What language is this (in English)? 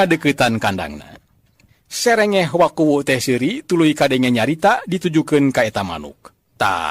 Sundanese